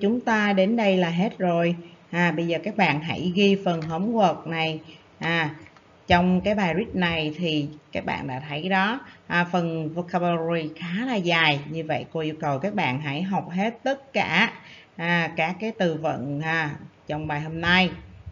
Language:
Vietnamese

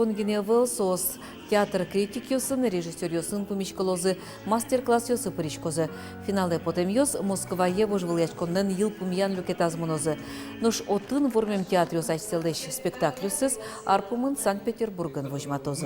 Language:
Udmurt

